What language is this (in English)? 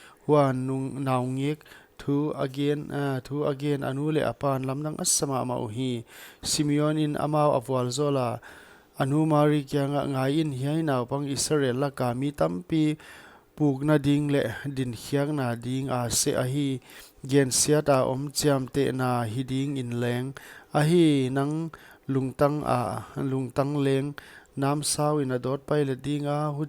Paite Chin